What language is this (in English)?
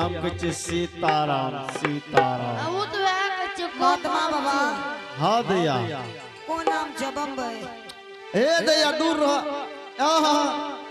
Angika